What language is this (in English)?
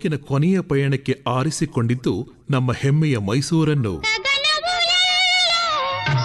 Kannada